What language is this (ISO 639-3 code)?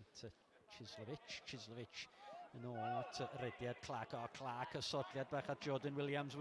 cym